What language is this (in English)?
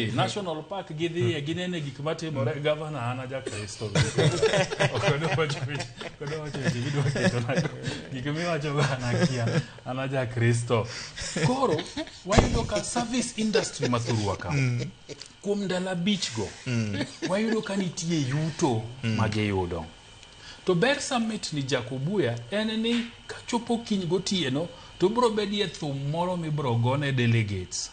Luo (Kenya and Tanzania)